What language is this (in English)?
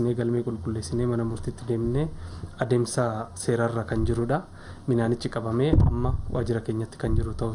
Oromo